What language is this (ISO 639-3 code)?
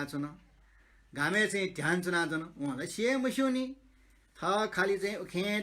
new